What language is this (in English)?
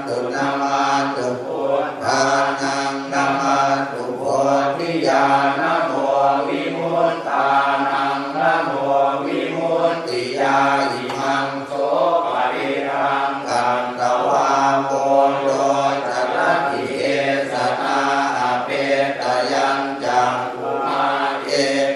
Pali